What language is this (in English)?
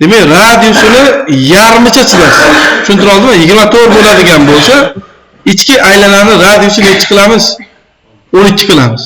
Uzbek